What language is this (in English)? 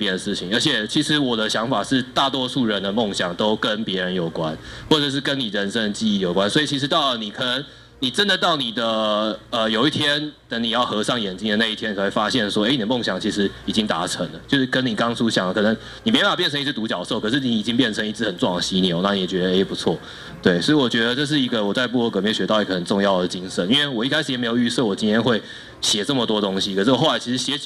Chinese